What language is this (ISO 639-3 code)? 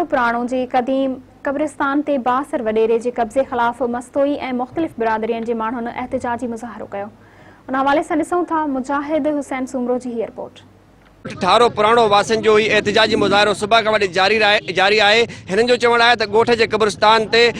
snd